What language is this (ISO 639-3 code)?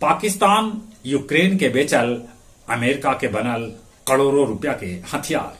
mag